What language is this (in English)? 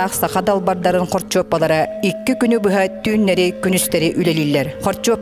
Yakut